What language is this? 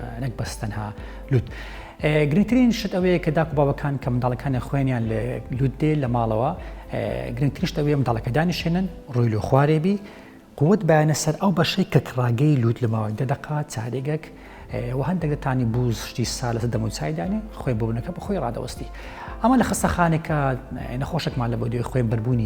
Central Kurdish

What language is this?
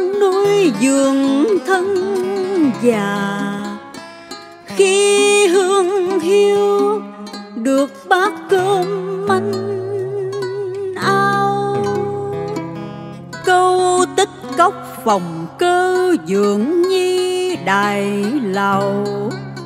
Vietnamese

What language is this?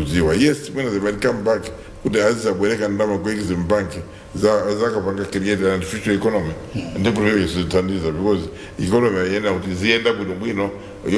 Nyanja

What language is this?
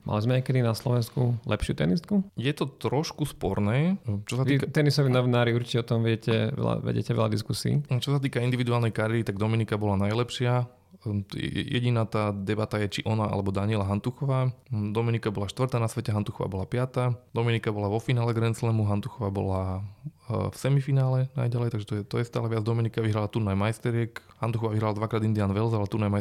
Slovak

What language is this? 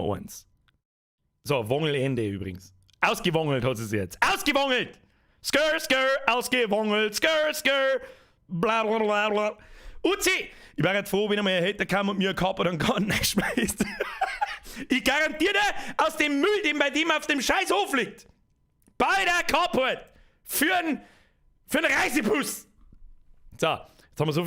Bavarian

